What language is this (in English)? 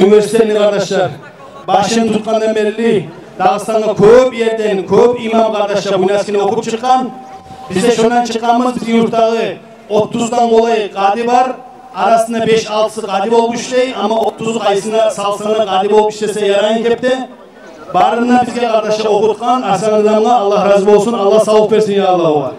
Kumyk